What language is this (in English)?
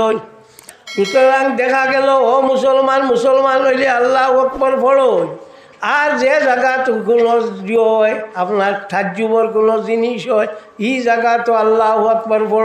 Sylheti